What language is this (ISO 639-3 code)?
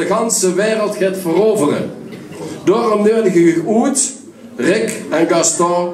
lim